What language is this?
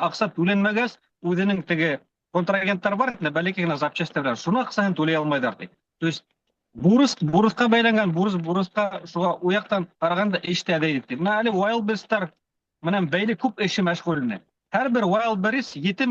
Bashkir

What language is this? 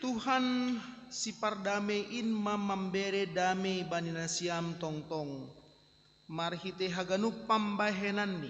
Batak Simalungun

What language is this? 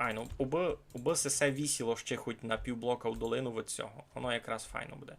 Rusyn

